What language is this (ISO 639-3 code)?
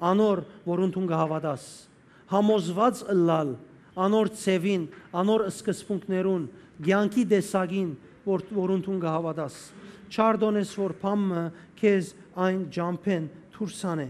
hyw